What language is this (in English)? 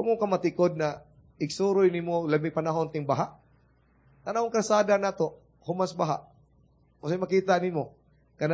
Cebuano